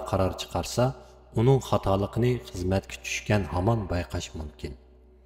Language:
Uyghur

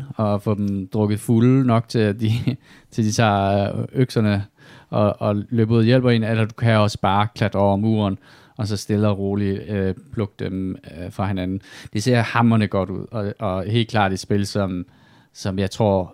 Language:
Danish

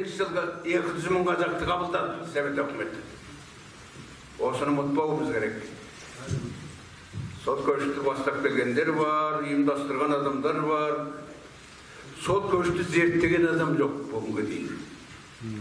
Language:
Kazakh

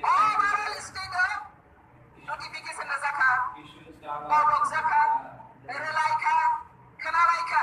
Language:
Kok Borok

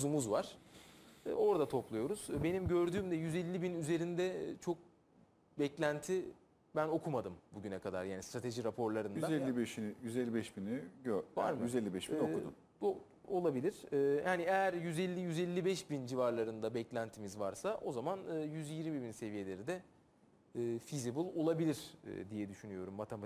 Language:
Turkish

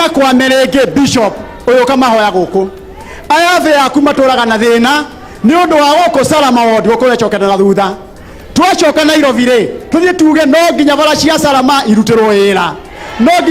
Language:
Kikuyu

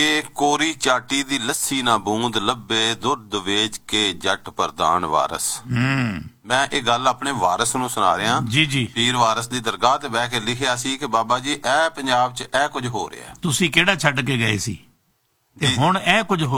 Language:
Punjabi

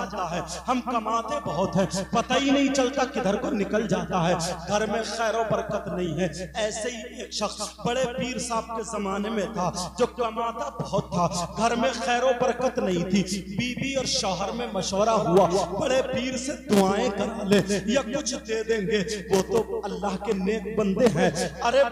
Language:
Hindi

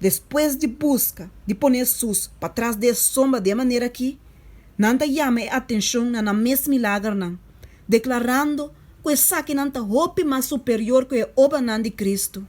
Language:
Papiamento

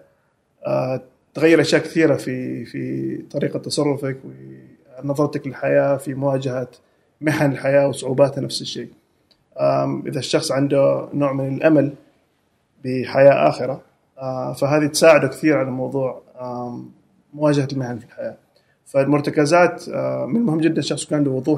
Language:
Gulf Arabic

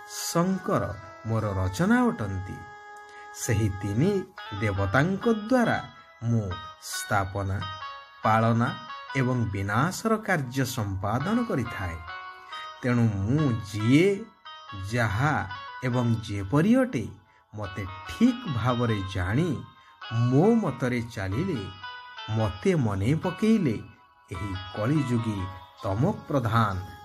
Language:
Odia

